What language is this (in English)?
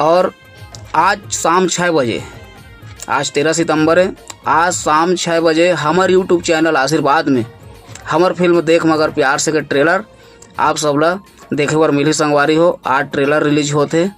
Chhattisgarhi